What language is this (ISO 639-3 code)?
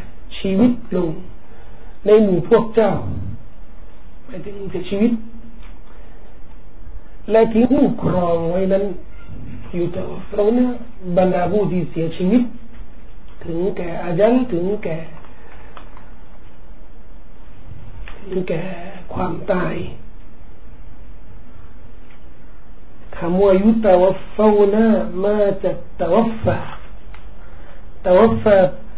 tha